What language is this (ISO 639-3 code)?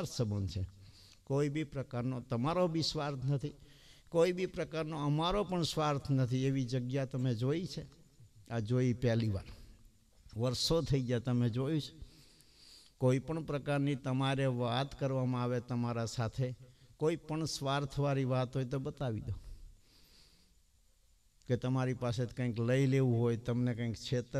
guj